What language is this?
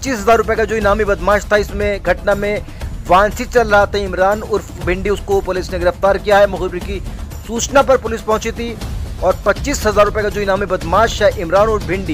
Hindi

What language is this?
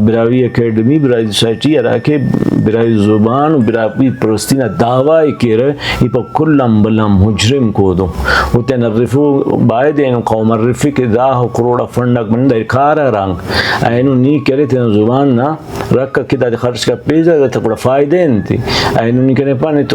Brahui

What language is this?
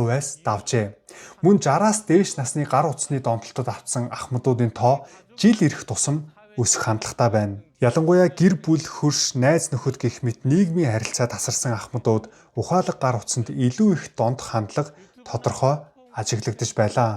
Mongolian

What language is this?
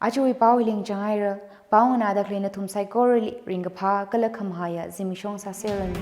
Tangkhul Naga (India)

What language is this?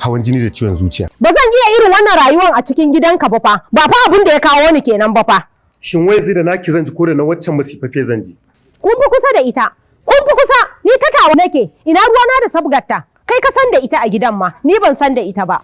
Hausa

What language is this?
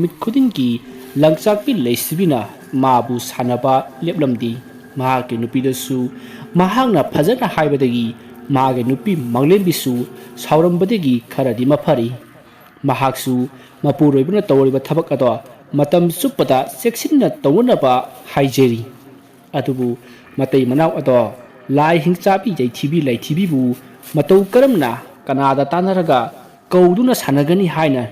Manipuri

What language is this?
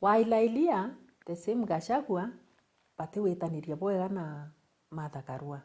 Meru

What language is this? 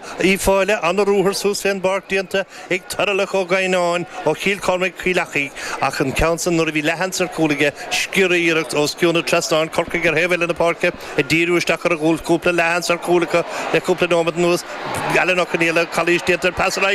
Irish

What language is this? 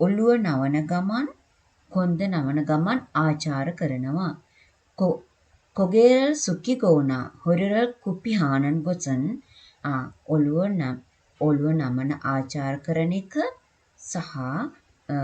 Sinhala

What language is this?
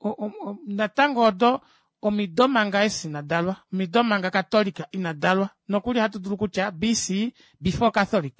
Kuanyama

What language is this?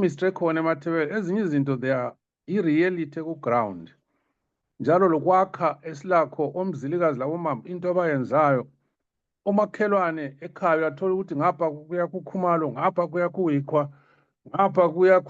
Zulu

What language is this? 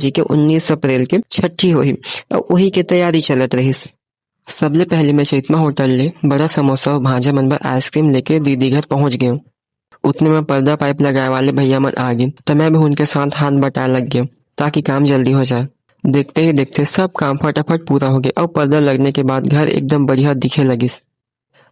Chhattisgarhi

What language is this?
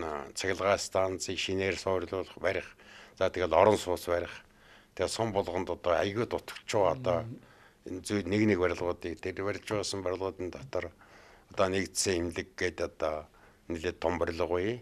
Mongolian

